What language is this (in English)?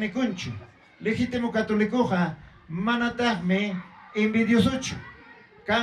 Ayacucho Quechua